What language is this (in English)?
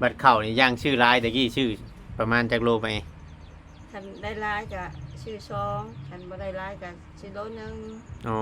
Northeastern Thai